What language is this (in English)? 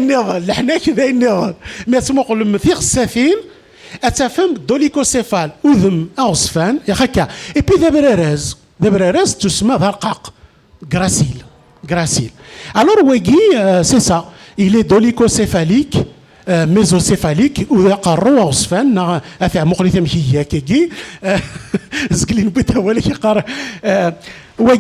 Kabyle